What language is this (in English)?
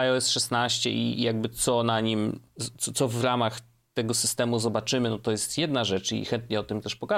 Polish